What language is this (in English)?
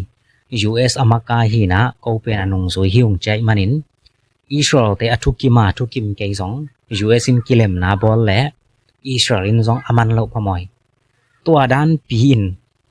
Tedim Chin